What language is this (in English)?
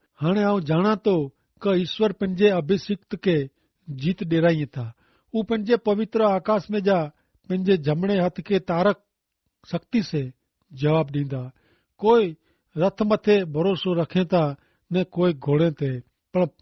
Kachhi